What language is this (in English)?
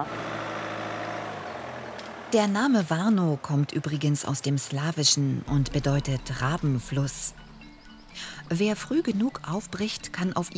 German